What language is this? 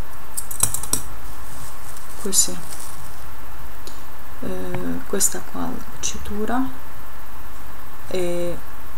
Italian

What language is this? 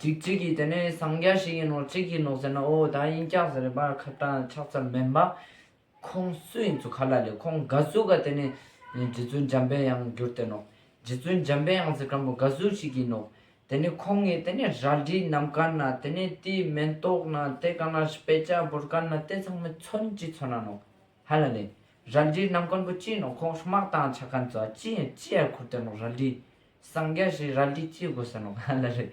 Ladakhi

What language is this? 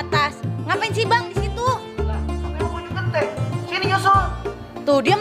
Betawi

